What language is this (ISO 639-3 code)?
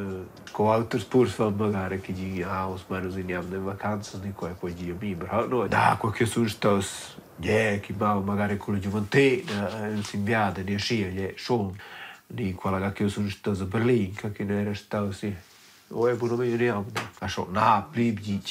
roh